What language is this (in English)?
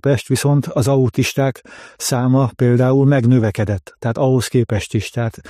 Hungarian